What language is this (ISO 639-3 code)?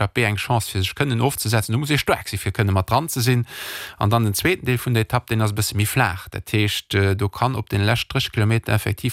ltz